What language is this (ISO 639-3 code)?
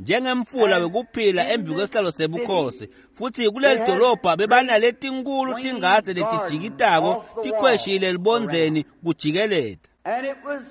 ssw